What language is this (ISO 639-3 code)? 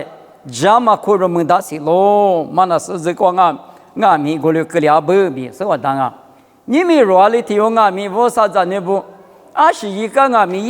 lis